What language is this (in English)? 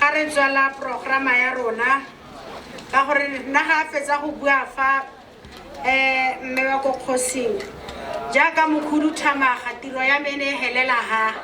Tswana